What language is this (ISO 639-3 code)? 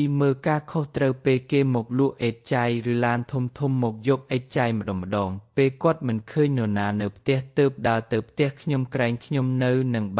khm